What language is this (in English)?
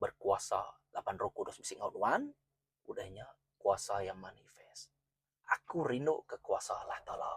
Iban